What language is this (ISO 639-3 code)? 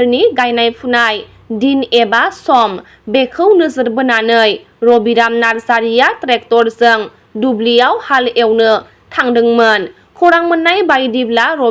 brx